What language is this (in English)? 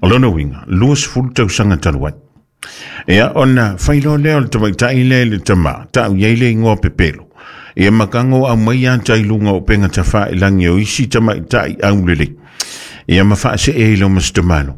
Samoan